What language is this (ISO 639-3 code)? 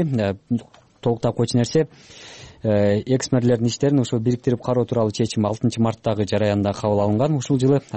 kir